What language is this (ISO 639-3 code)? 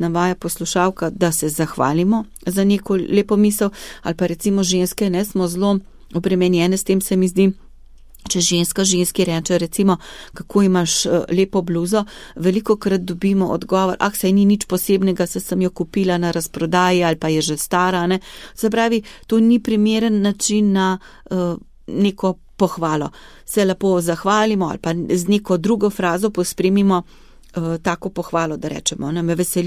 slv